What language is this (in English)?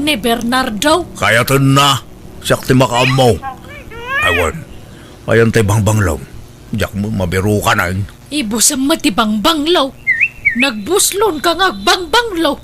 Iloko